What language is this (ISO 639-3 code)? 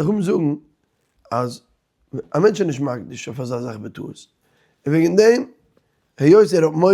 yid